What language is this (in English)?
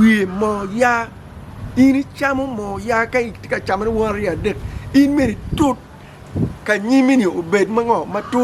Acoli